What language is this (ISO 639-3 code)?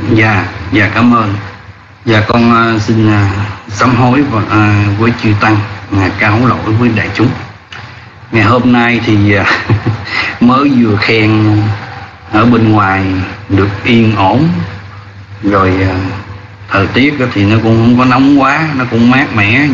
vie